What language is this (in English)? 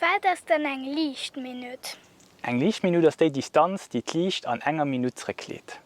Luxembourgish